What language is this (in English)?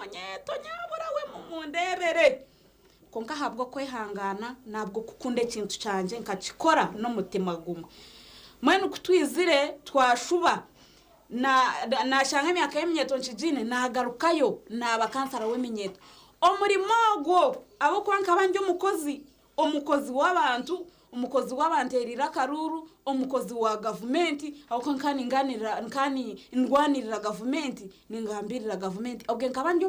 Nyankole